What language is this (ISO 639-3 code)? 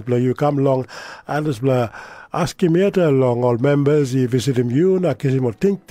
tpi